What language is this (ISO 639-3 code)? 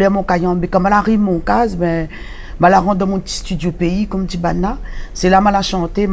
rcf